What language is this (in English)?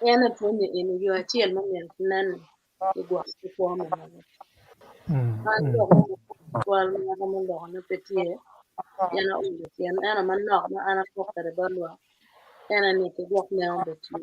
Acoli